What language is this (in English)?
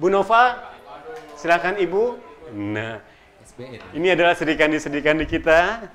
Banjar